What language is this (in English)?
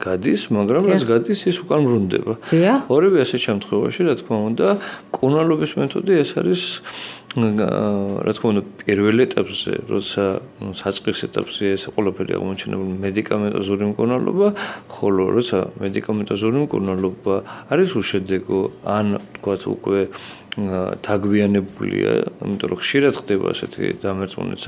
Georgian